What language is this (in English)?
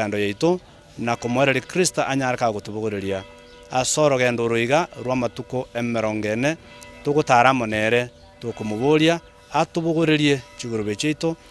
Gusii